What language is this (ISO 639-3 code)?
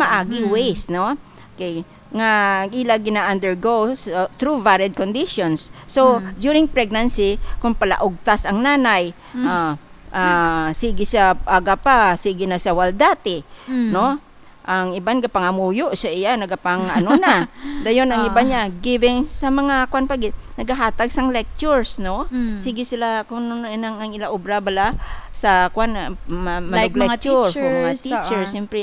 hil